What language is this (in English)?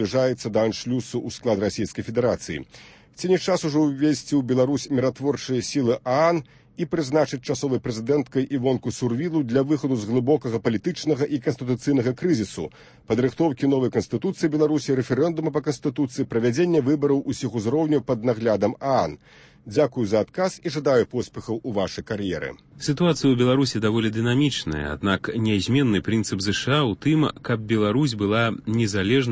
Belarusian